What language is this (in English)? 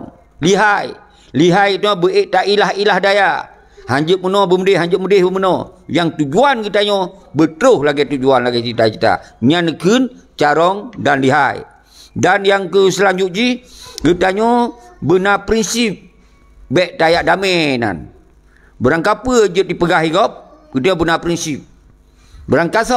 Achinese